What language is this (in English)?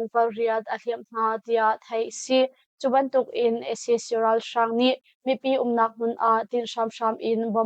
Hakha Chin